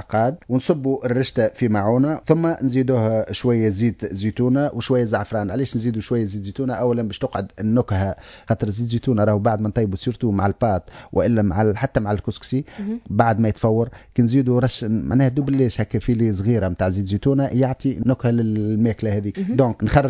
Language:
Tunisian Arabic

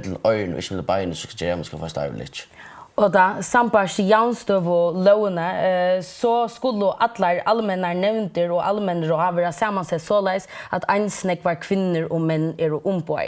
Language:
Faroese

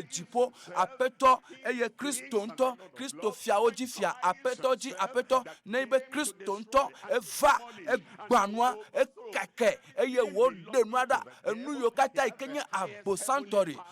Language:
Ewe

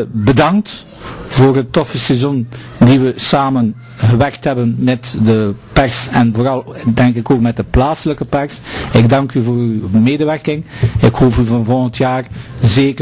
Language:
Dutch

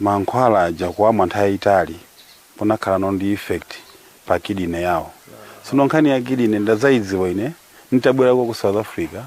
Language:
Nyanja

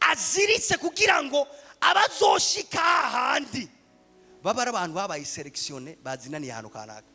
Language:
Rundi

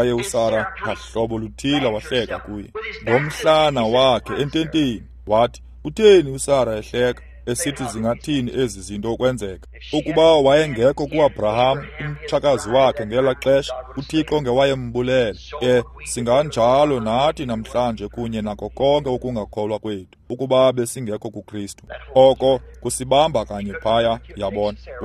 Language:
Xhosa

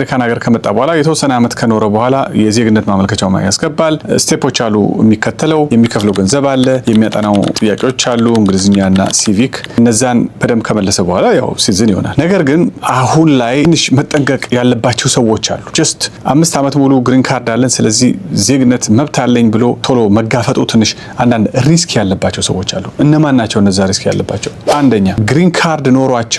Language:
Amharic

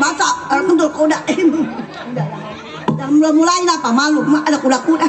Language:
Betawi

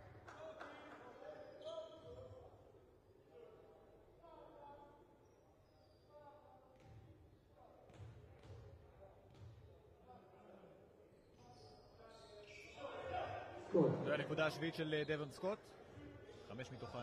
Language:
Hebrew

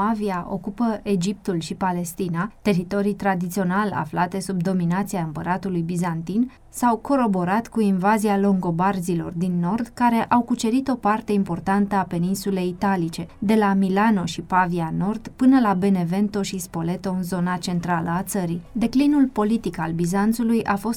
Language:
Romanian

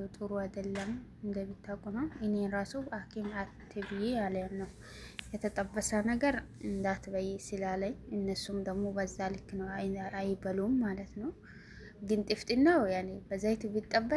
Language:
Amharic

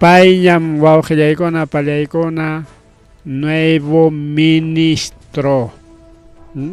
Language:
Ayacucho Quechua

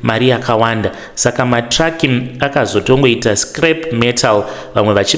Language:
Shona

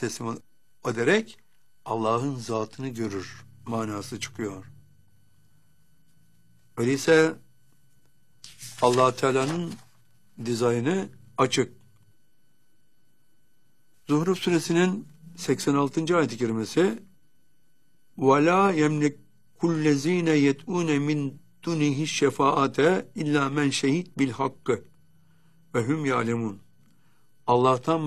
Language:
Turkish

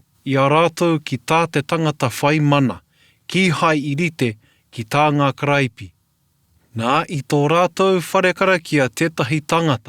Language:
Māori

